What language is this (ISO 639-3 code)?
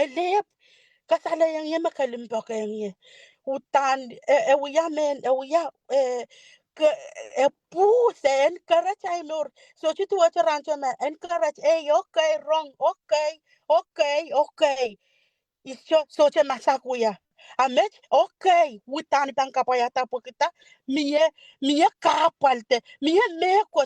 pon